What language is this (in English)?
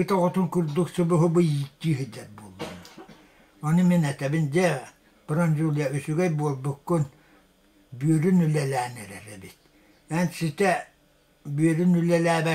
Yakut